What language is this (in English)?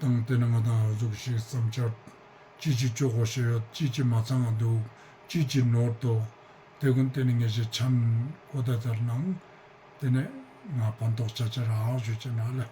Ladakhi